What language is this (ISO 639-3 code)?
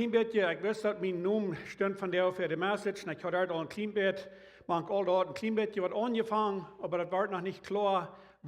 pdt